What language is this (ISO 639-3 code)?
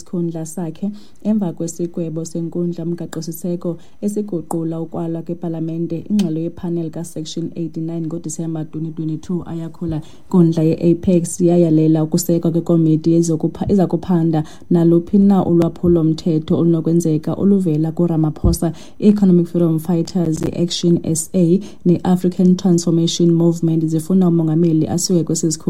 xho